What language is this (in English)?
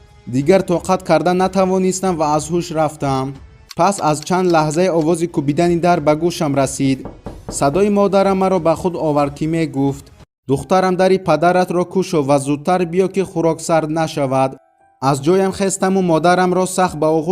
Tajik